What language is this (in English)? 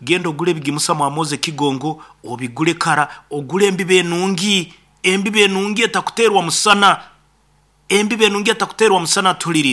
Nyankole